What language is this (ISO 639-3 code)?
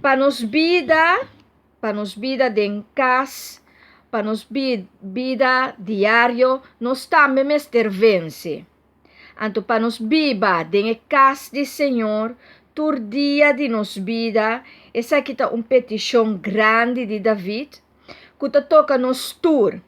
pap